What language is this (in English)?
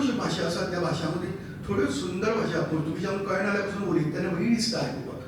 Konkani